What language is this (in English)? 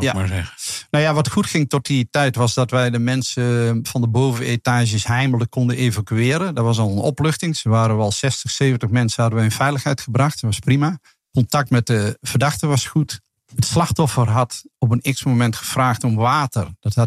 Dutch